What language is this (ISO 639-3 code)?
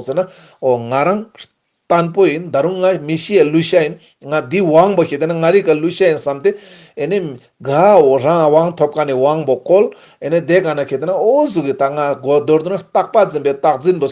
lbj